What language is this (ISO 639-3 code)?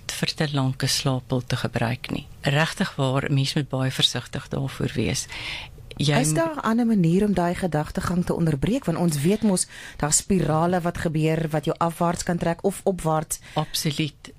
afr